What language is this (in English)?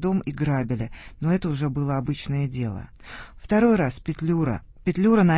Russian